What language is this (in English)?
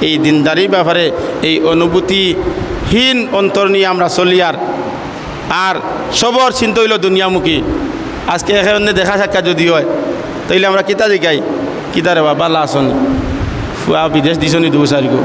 Sylheti